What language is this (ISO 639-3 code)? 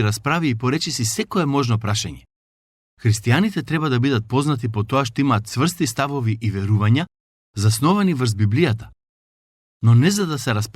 mkd